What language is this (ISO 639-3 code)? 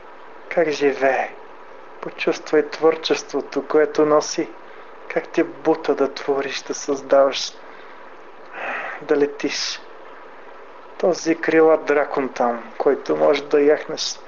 bul